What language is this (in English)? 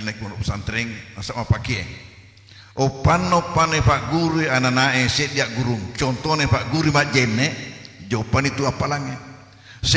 Buginese